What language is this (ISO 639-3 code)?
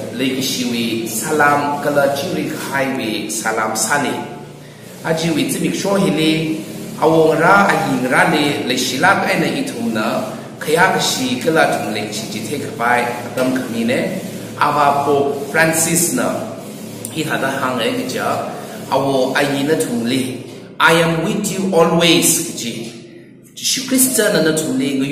nmf